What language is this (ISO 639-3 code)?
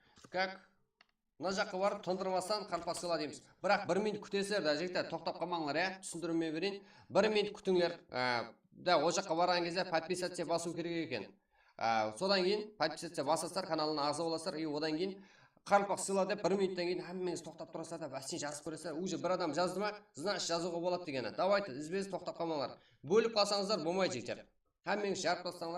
kaa